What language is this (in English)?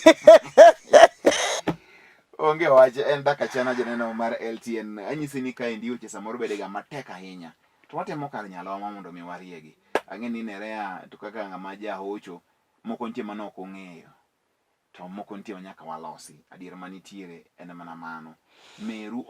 Luo (Kenya and Tanzania)